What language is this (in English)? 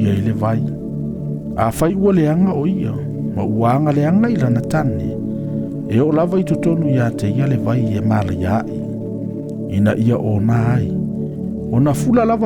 Samoan